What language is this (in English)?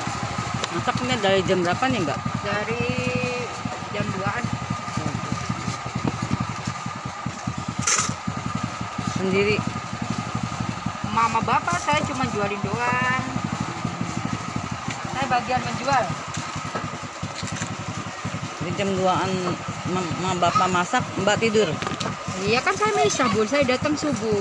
Indonesian